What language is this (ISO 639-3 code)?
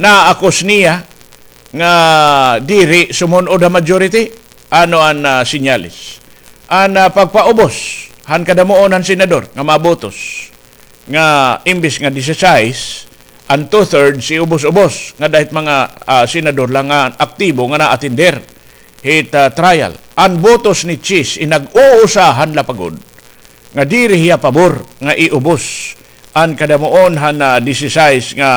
war